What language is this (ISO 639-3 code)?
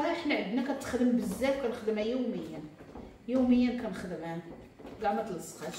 ary